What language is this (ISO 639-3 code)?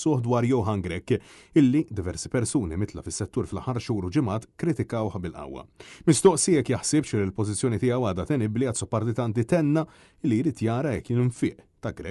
mlt